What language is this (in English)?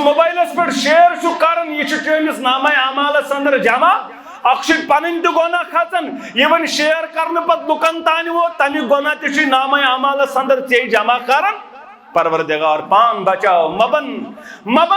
Kashmiri